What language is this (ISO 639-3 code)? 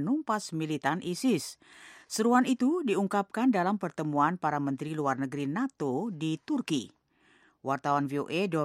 ind